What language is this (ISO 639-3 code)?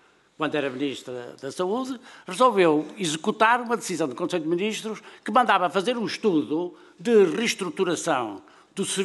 por